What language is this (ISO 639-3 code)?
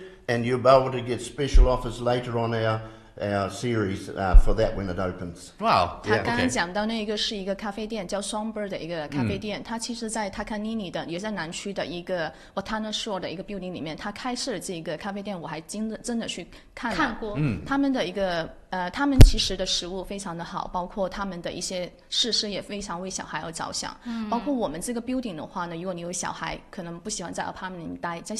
zho